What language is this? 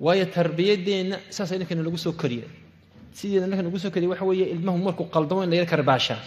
Somali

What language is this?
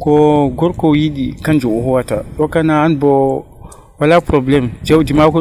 Nigerian Fulfulde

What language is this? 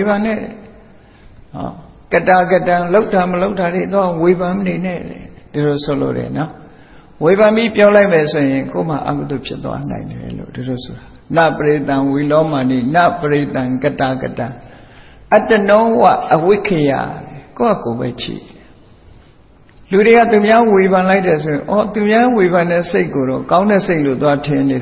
Burmese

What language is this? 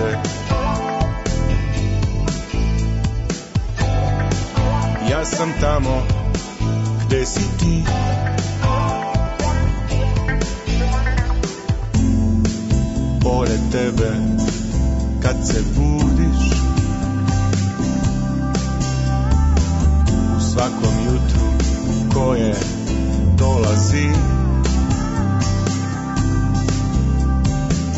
Serbian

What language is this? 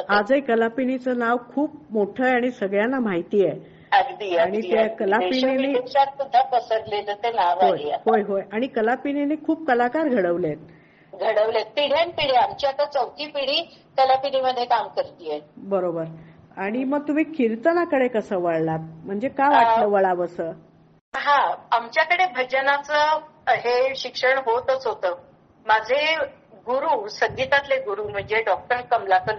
Marathi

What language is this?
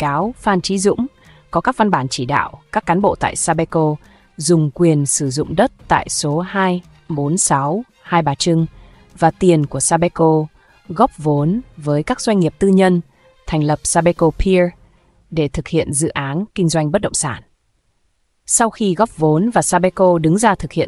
Vietnamese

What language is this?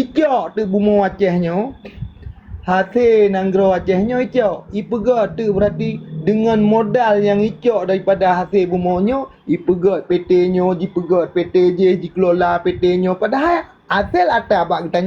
Achinese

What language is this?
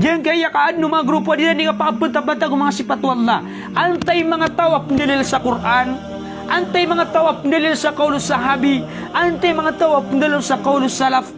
Maranao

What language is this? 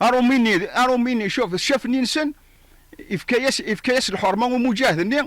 Kabyle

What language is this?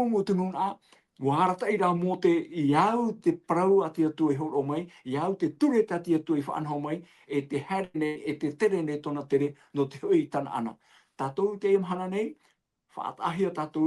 Tahitian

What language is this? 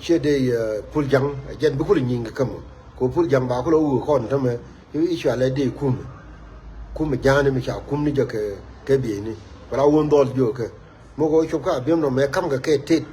Nuer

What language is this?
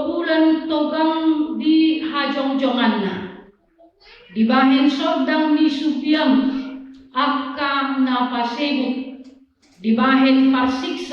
Batak Toba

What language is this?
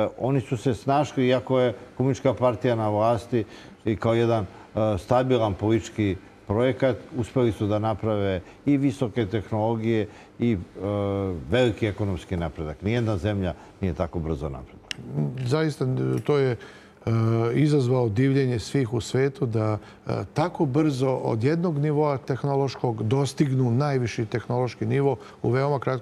Serbian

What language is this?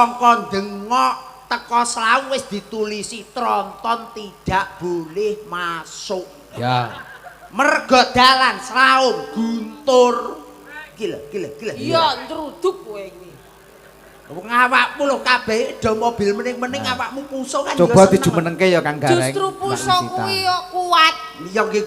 Javanese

